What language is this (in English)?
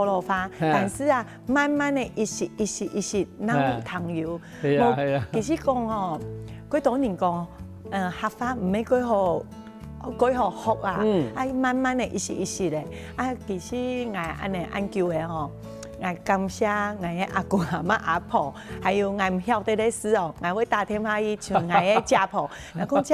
Hakka Chinese